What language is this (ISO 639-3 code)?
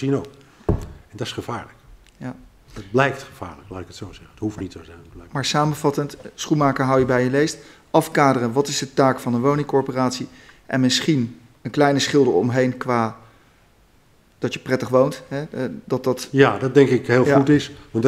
nld